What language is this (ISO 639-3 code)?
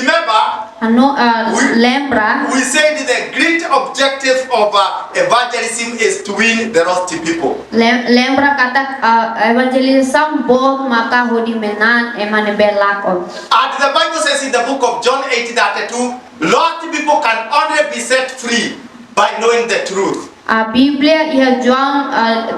tet